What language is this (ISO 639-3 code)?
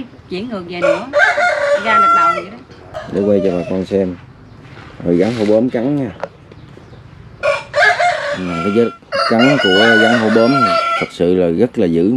vie